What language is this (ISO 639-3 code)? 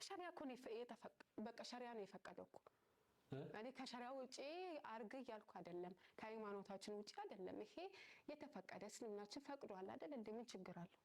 amh